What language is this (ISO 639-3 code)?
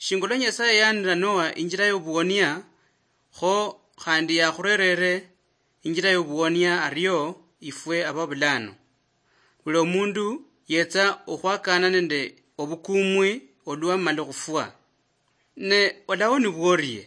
luy